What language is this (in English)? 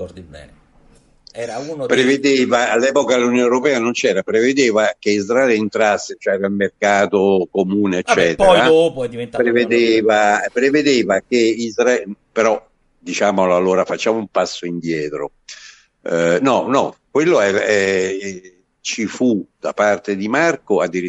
Italian